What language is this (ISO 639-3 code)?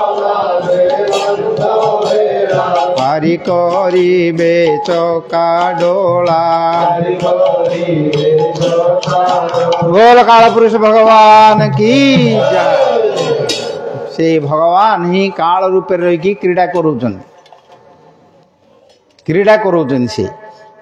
ori